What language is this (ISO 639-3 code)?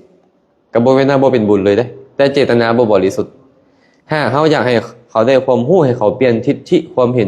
lao